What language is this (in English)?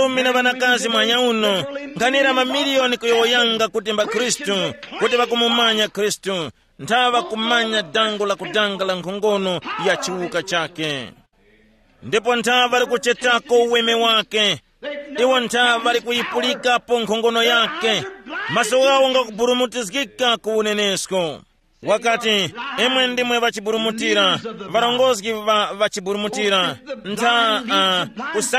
Tumbuka